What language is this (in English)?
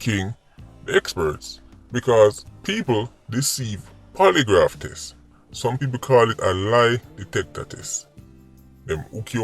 Jamaican Creole English